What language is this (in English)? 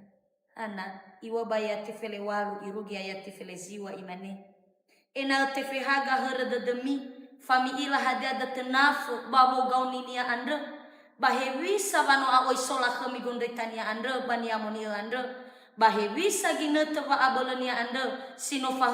Nias